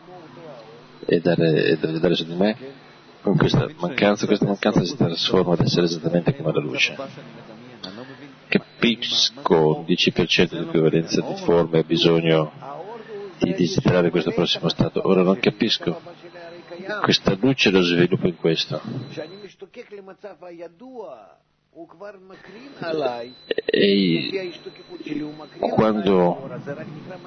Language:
Italian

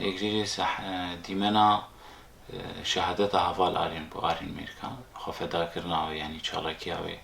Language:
Kurdish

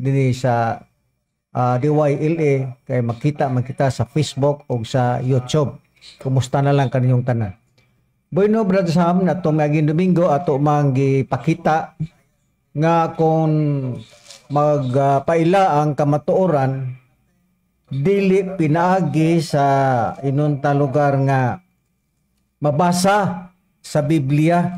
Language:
Cebuano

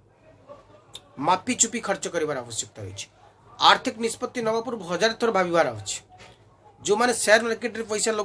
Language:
Odia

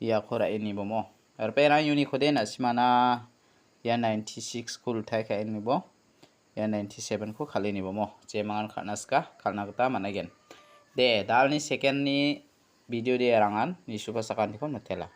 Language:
Garo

